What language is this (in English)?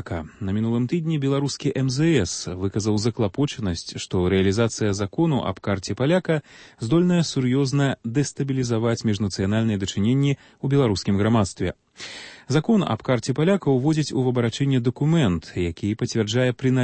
Belarusian